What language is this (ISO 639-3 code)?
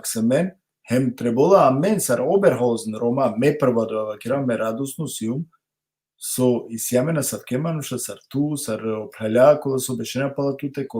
rmn